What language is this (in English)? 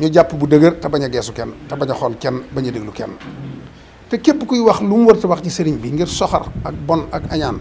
Wolof